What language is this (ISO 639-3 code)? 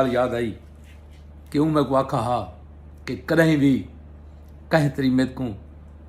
skr